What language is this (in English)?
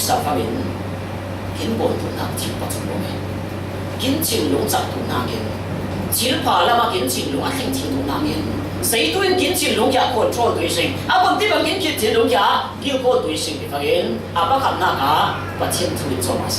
Falam Chin